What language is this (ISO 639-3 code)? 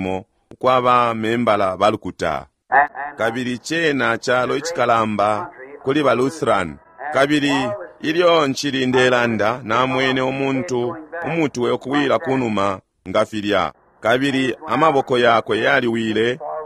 bem